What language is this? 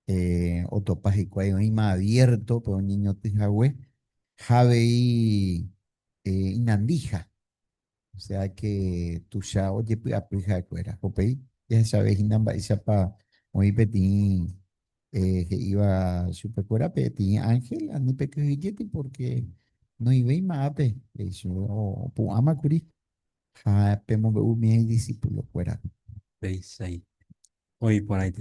Guarani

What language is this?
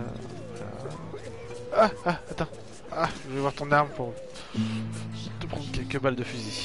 French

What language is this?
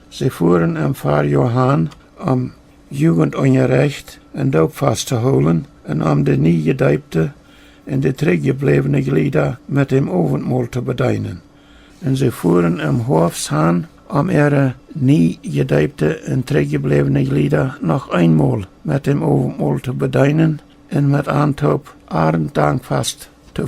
Plautdietsch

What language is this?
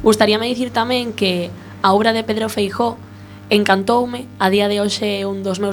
Galician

